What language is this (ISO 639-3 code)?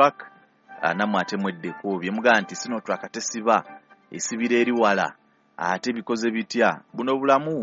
lug